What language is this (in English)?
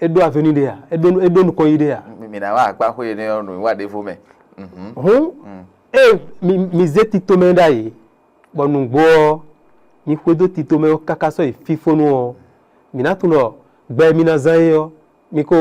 Fon